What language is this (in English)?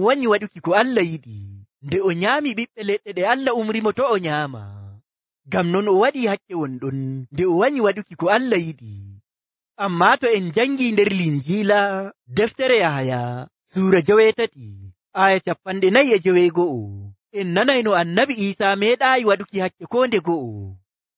Nigerian Fulfulde